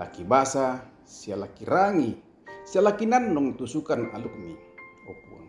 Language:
Toraja-Sa'dan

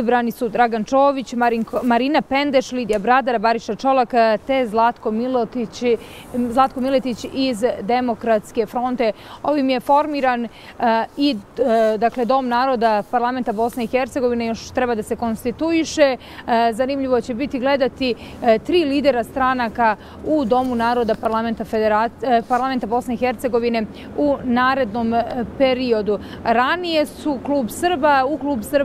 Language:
Bosnian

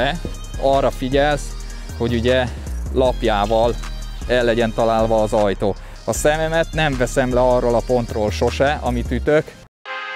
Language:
Hungarian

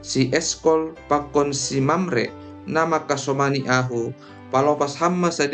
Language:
Batak Simalungun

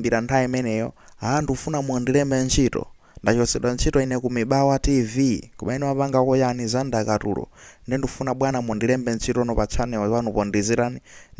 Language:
Nyanja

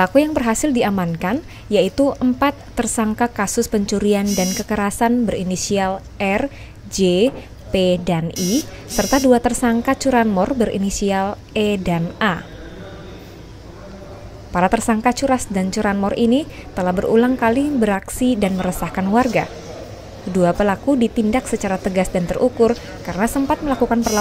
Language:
Indonesian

